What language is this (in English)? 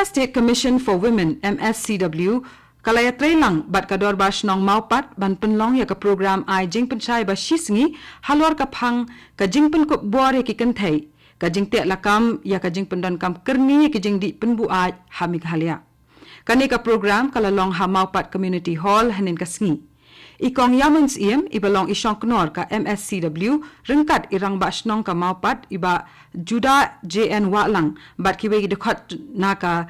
Khasi